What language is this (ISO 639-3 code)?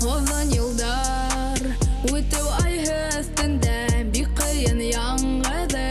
bak